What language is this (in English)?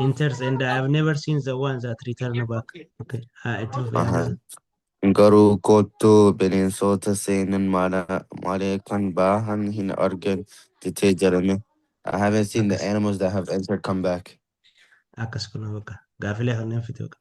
Oromo